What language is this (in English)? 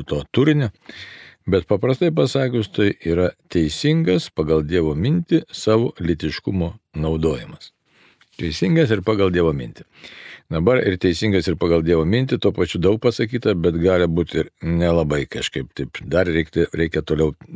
Lithuanian